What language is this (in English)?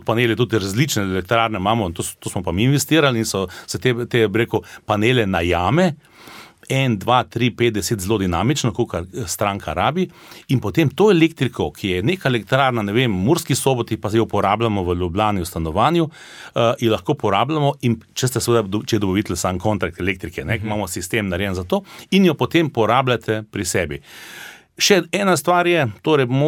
Slovenian